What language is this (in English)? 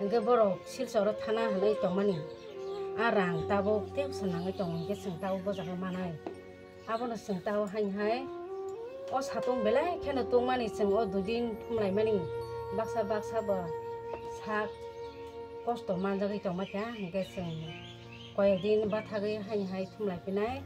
Kok Borok